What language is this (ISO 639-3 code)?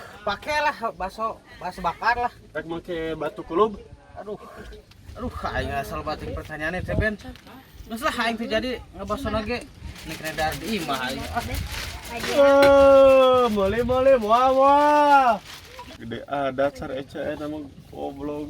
sun